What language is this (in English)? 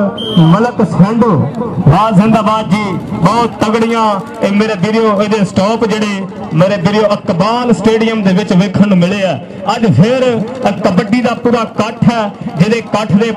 Punjabi